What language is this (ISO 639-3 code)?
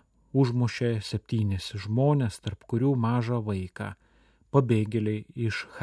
lit